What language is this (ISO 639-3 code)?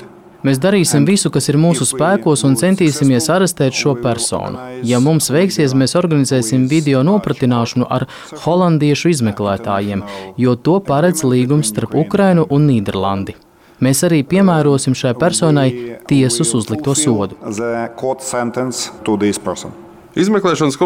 lav